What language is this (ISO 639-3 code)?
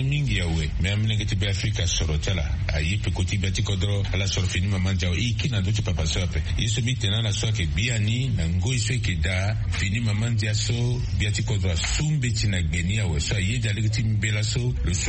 sag